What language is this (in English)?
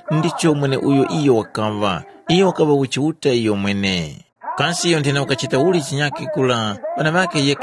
Tumbuka